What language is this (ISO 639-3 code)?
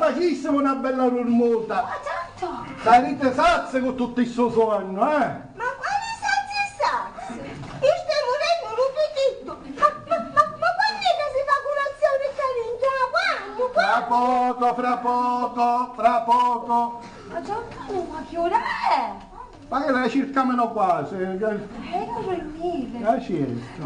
scn